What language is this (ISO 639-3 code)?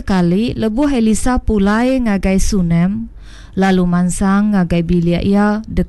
iba